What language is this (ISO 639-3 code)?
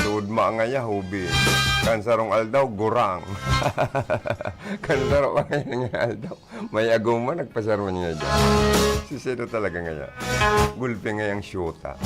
bik